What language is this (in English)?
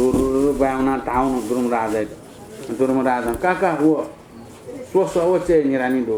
Newari